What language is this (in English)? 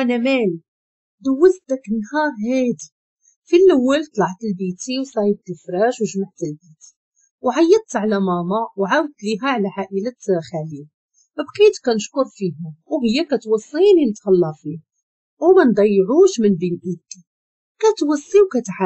Moroccan Arabic